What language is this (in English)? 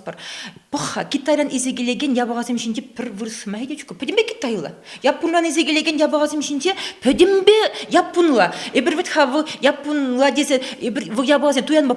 Chuvash